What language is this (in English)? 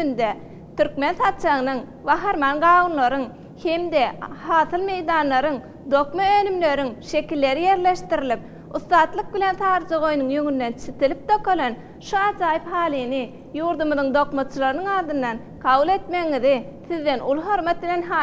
Turkmen